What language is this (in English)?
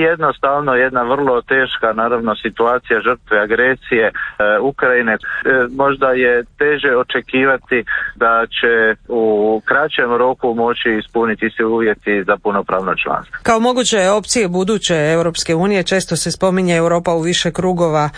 Croatian